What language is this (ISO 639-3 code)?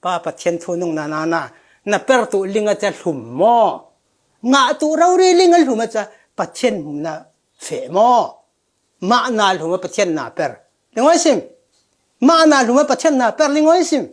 cfm